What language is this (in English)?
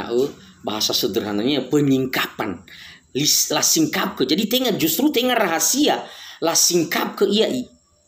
Nias